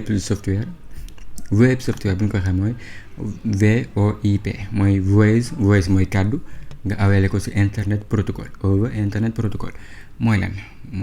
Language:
Wolof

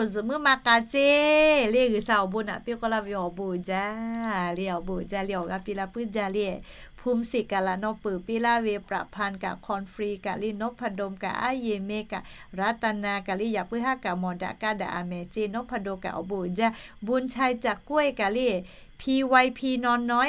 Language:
Lahu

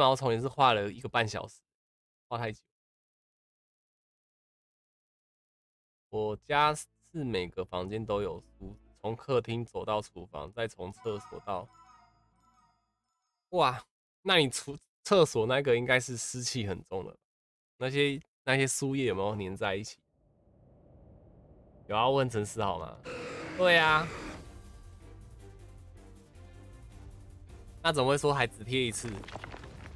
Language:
Chinese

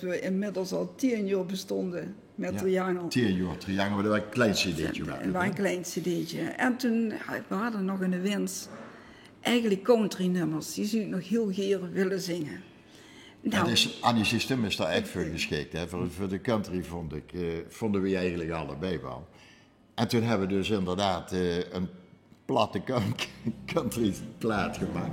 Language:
Limburgish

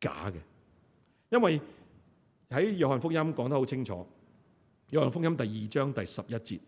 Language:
Cantonese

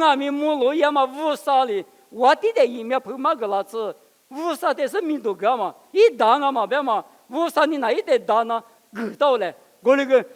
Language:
Lisu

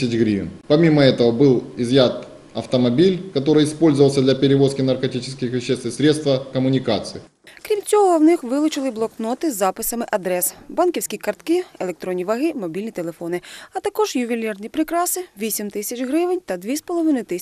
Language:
Ukrainian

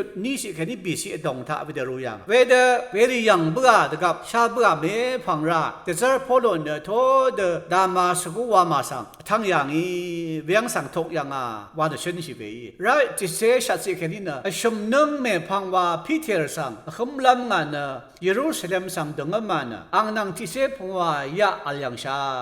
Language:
Rawang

